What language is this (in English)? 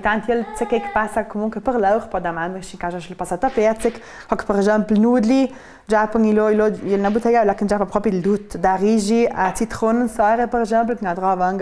Ladin